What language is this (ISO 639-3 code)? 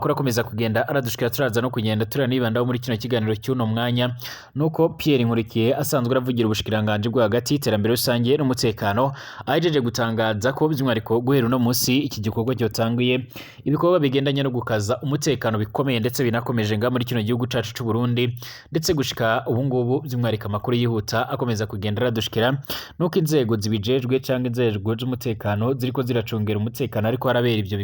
run